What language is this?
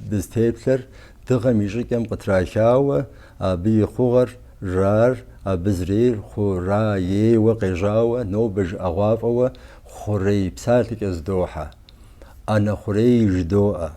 Kabardian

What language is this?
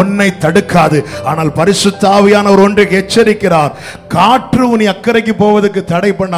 Tamil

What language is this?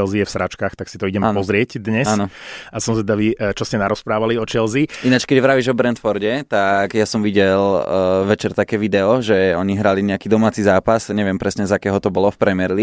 Slovak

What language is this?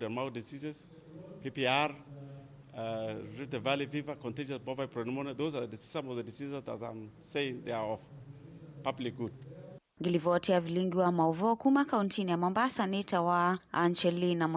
Kamba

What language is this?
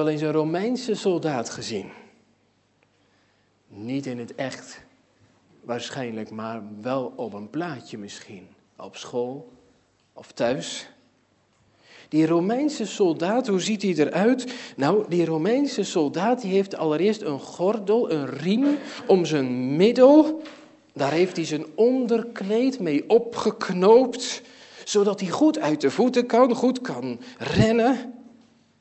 Dutch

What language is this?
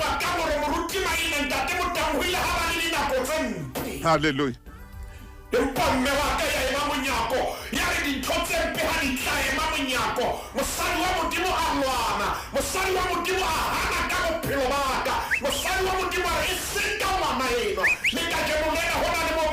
Southern Sotho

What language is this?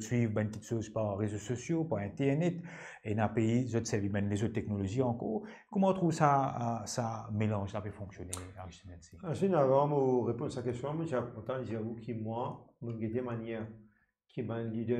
Morisyen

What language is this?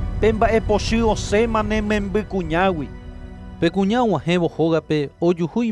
Guarani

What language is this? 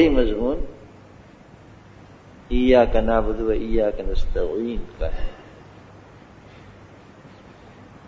Urdu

